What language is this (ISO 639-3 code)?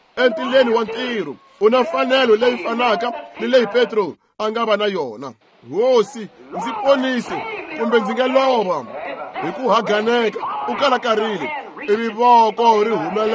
tso